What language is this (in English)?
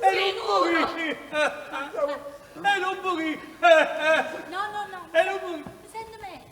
Neapolitan